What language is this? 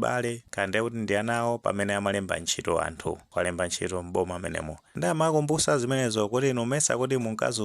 Nyanja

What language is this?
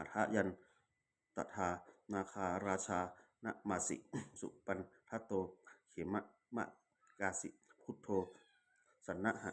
Pali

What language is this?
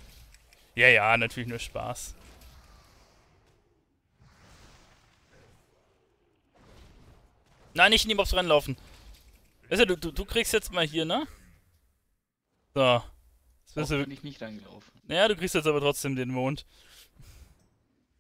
German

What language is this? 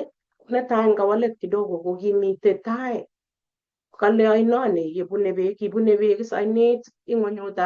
Kalenjin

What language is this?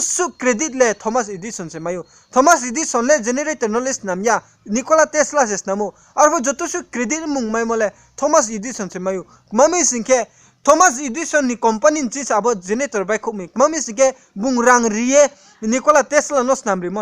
Riang (India)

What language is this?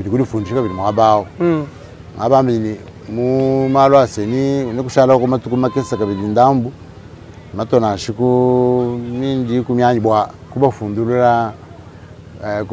Luba-Lulua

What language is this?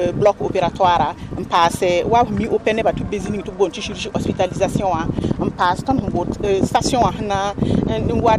Mossi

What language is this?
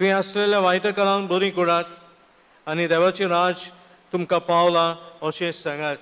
Konkani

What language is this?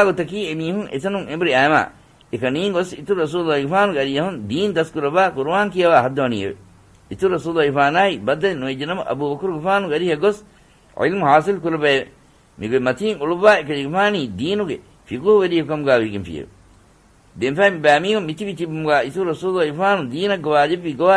Divehi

